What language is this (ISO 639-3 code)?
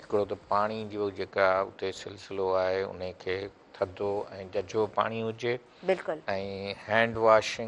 snd